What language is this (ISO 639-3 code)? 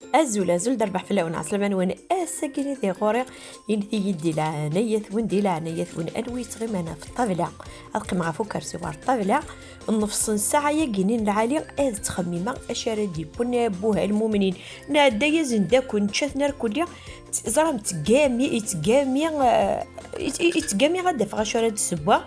kab